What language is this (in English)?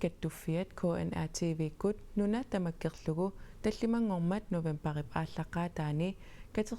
Kalaallisut